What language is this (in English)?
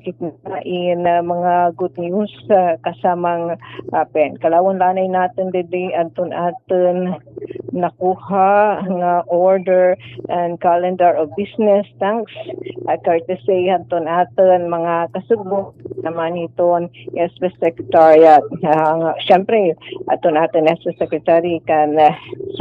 Waray